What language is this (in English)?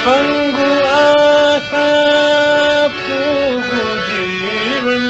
Newari